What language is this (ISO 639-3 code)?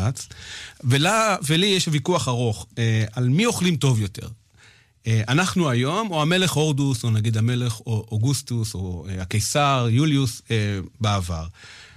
heb